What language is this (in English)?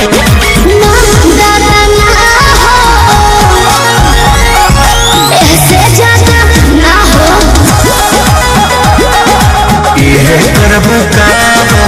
Bhojpuri